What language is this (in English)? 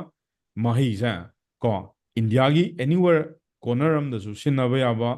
Manipuri